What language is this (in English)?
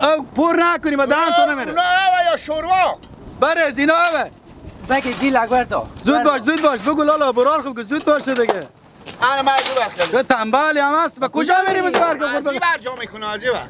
Hazaragi